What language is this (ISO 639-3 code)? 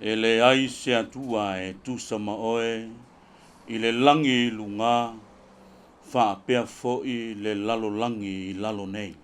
smo